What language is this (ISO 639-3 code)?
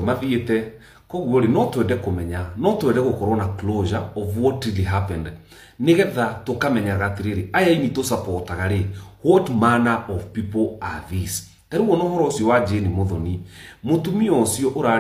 kik